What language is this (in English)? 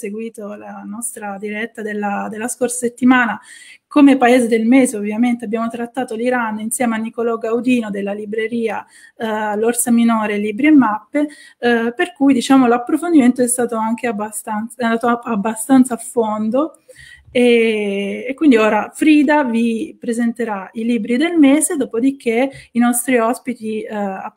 Italian